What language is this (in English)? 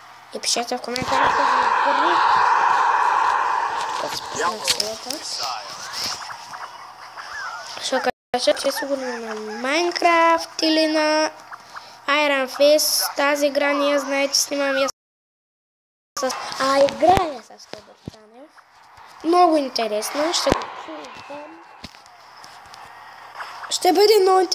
Bulgarian